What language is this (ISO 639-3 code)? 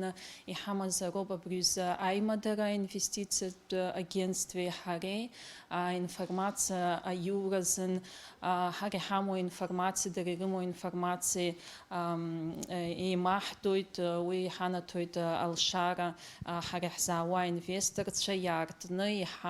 abk